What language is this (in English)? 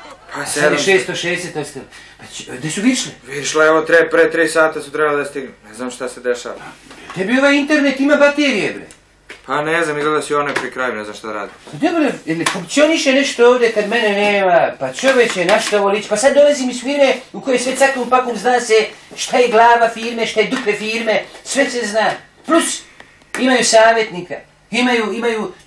Serbian